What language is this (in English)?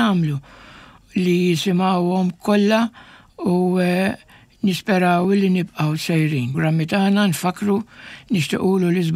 Maltese